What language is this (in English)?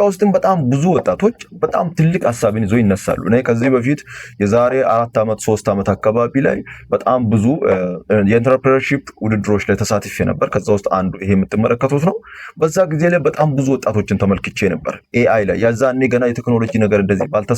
Amharic